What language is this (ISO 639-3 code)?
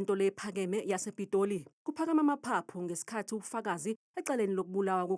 zul